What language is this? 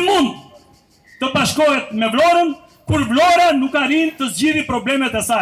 Albanian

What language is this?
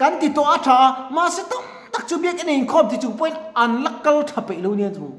Mizo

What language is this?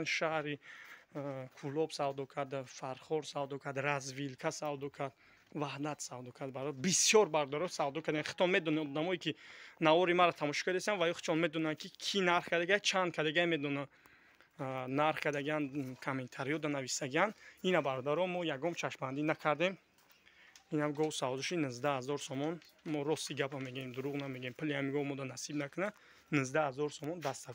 Tajik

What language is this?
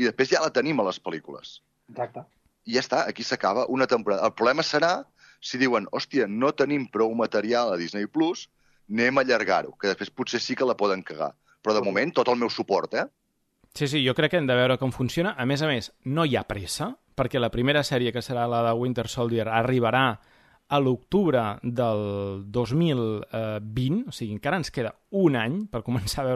Catalan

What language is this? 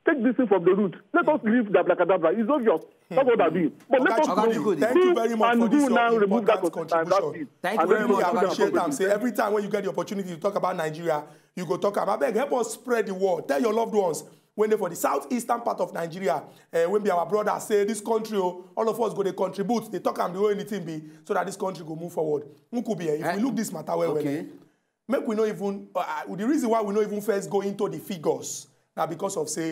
Nigerian Pidgin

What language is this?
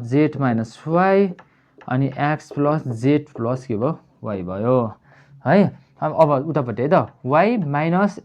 Nepali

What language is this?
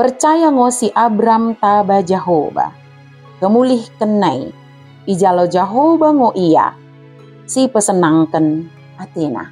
Batak Dairi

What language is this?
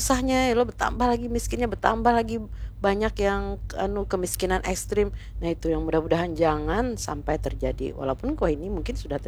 Banjar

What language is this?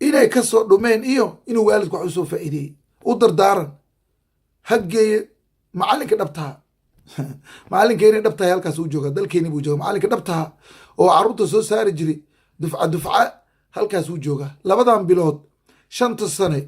Somali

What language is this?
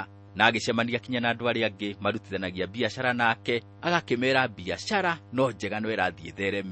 Kikuyu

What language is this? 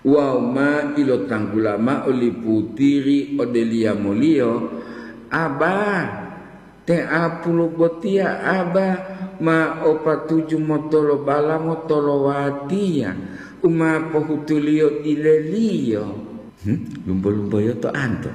Gorontalo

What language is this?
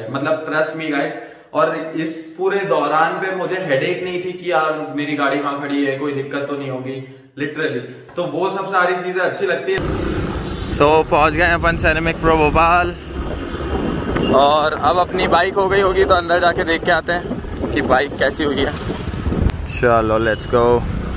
Hindi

